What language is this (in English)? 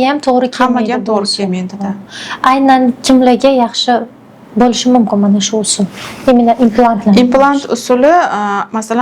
Uzbek